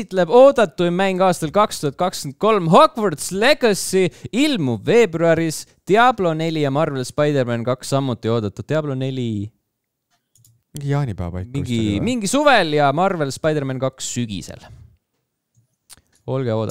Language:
Estonian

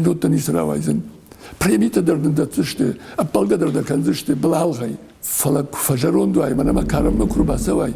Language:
Ossetic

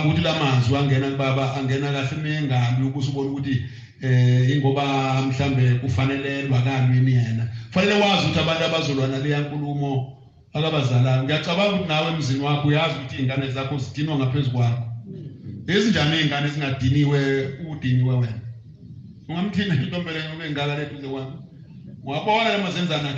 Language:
Zulu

